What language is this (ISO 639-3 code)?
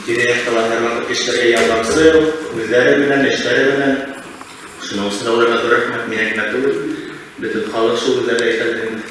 bak